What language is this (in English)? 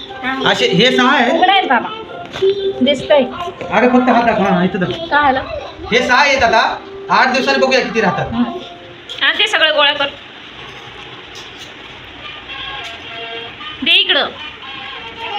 Marathi